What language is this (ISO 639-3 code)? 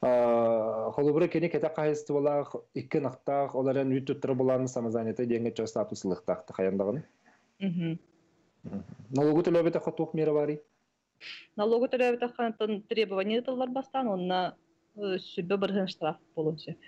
sah